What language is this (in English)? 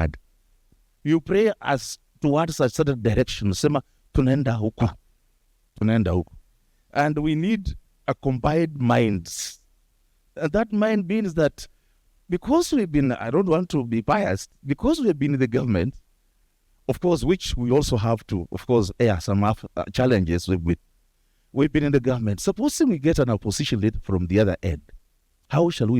Kamba